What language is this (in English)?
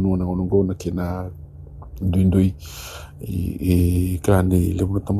Fijian